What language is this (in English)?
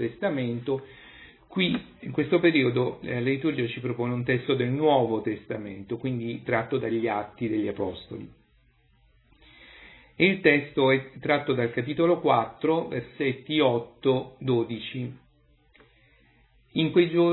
Italian